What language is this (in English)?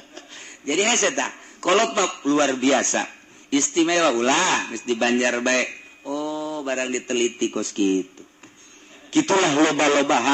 Sundanese